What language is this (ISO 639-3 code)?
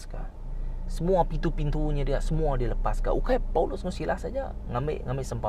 iba